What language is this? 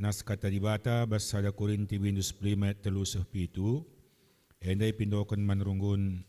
Batak Karo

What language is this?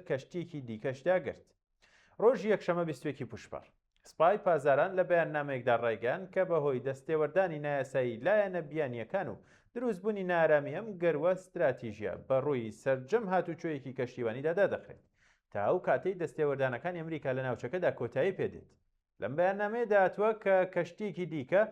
Central Kurdish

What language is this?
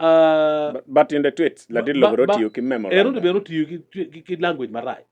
Acoli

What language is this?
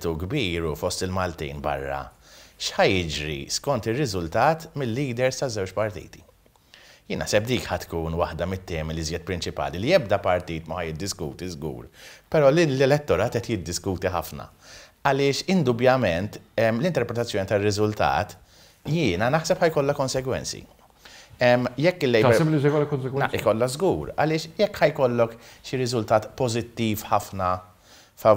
Maltese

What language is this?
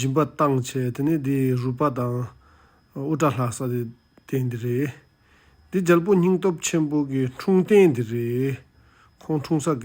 Tibetan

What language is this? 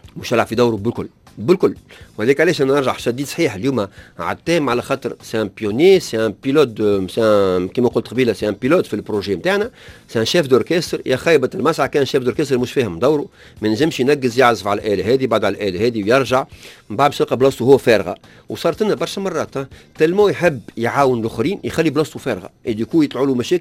Tunisian Arabic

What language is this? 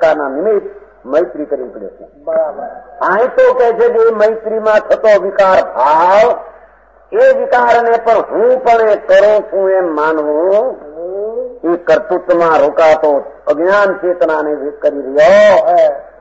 Gujarati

